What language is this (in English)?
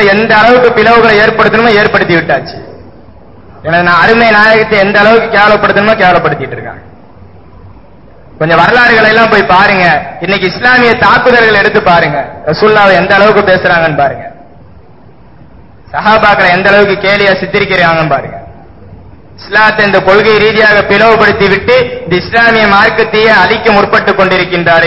Tamil